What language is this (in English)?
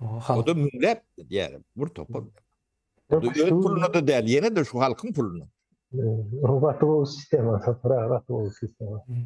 Turkmen